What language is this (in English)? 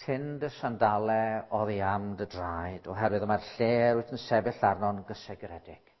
Welsh